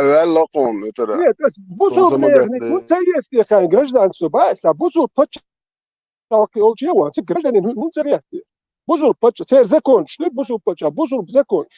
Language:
Chechen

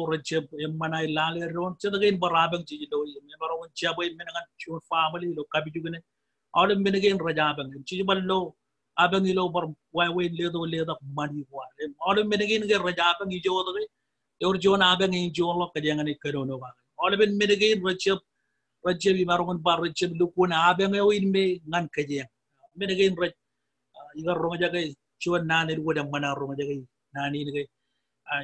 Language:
Marshallese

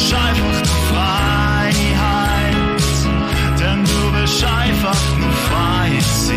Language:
Swiss German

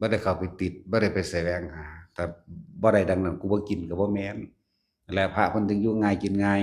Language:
Lao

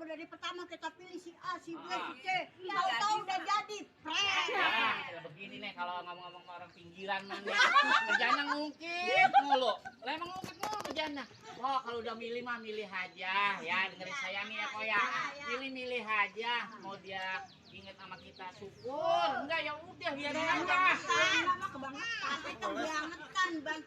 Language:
Betawi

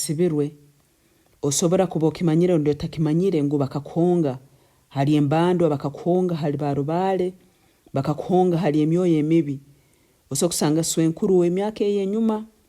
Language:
Nyankole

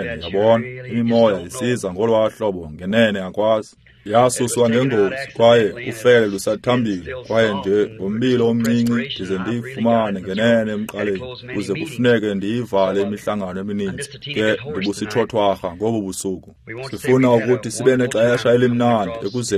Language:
Xhosa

